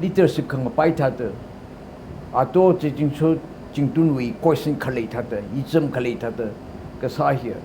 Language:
Tangkhul Naga (India)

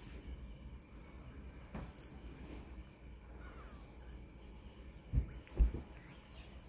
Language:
Telugu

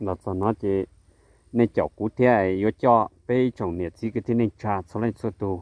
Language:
Hmong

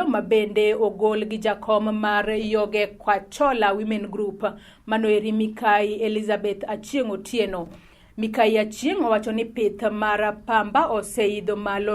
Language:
Luo (Kenya and Tanzania)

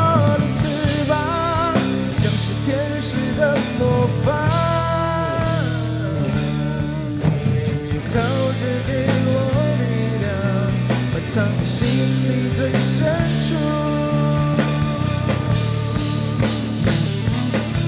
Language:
Chinese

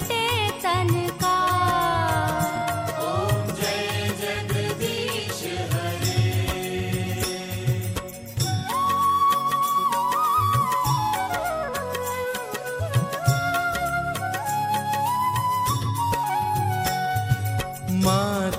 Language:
Hindi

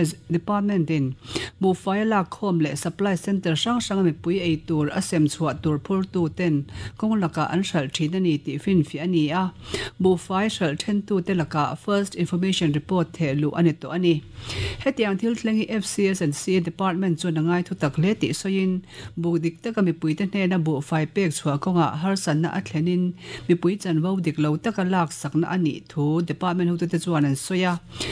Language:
Mizo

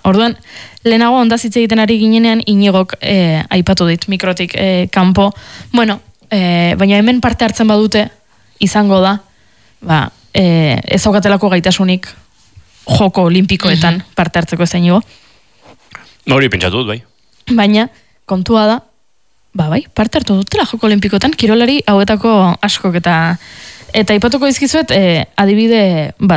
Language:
Basque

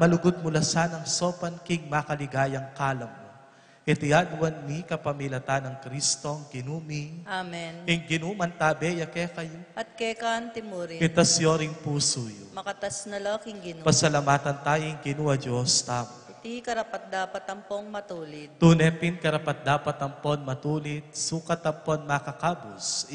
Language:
Pampanga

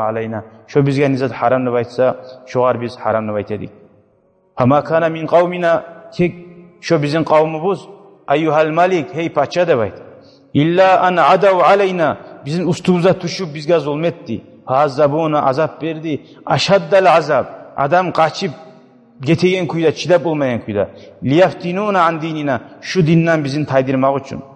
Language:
Kumyk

